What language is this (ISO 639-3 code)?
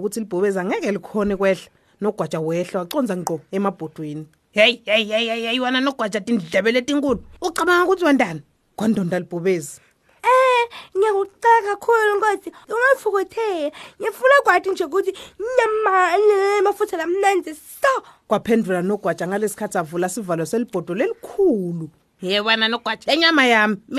ssw